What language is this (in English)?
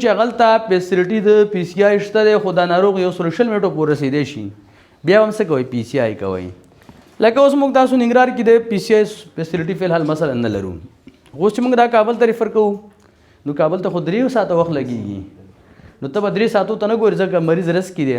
Pashto